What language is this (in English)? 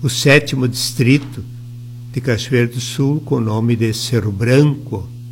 Portuguese